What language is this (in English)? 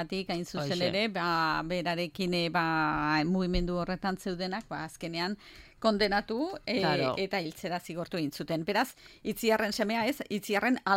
Basque